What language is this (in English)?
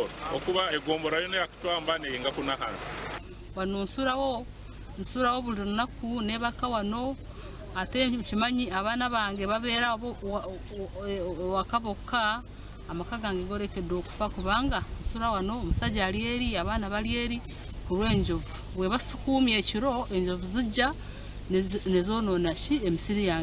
Nyankole